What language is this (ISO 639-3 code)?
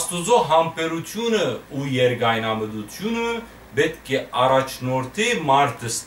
hyw